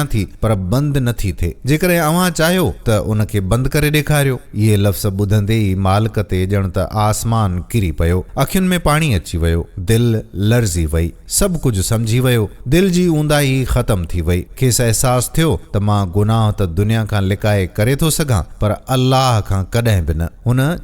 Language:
Sindhi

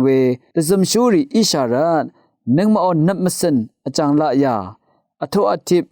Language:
Rawang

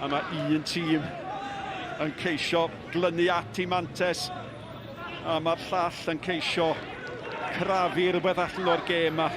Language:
Welsh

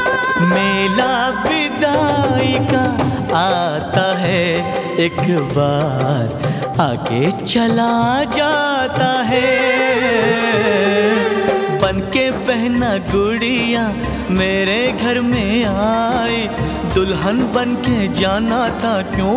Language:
Hindi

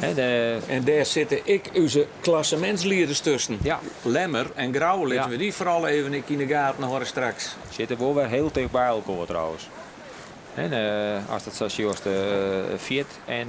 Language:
Western Frisian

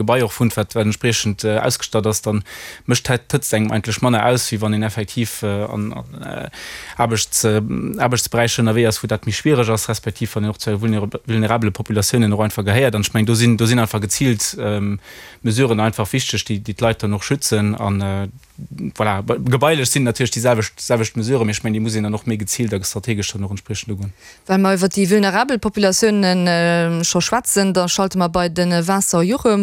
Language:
Luxembourgish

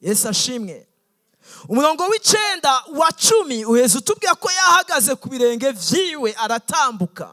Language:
Rundi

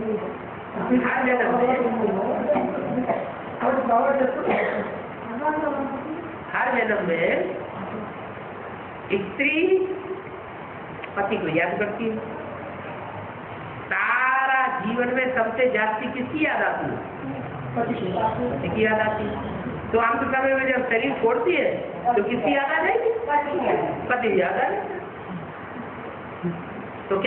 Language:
Hindi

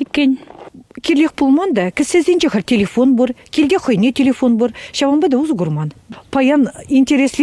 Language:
Chuvash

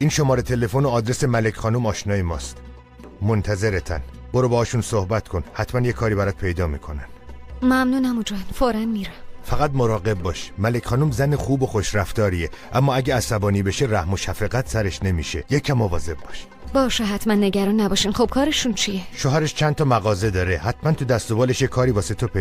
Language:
Persian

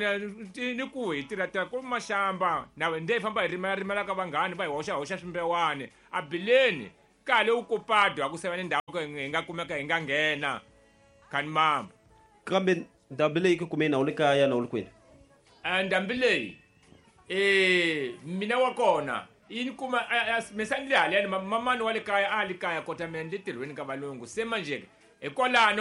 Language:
Tsonga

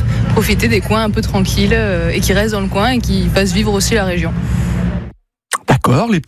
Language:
French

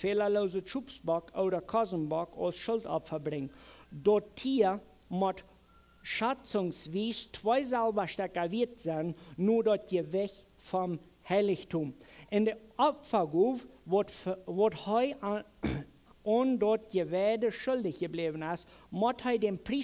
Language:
Plautdietsch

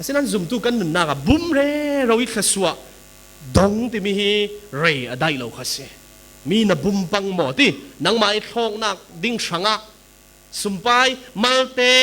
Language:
Falam Chin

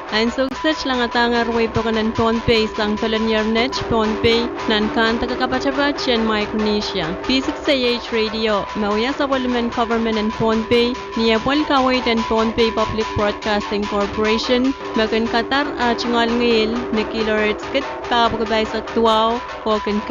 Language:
Pohnpeian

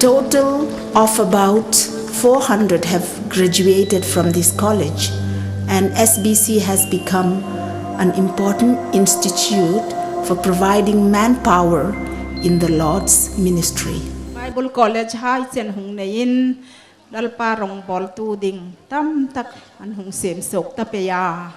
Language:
Hmar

